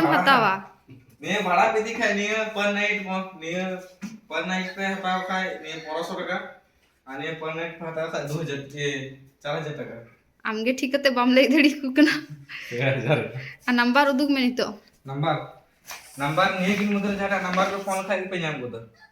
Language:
Santali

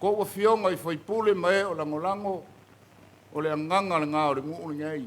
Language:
Samoan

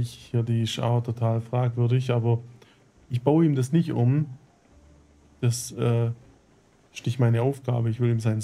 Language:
German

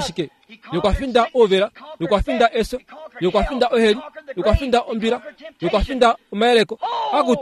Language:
Kuanyama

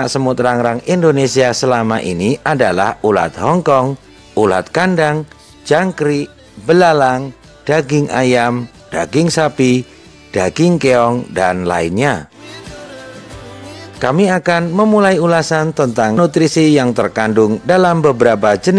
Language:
Indonesian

